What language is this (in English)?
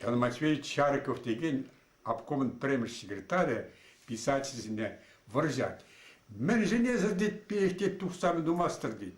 Chuvash